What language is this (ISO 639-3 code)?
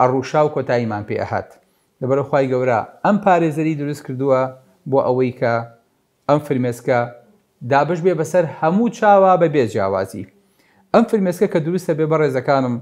ckb